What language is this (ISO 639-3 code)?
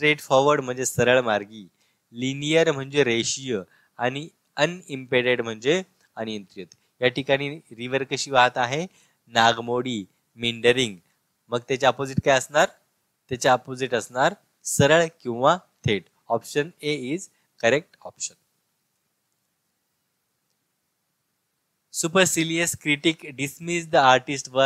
mar